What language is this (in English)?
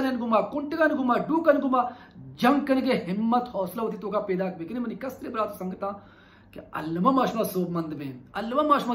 Baluchi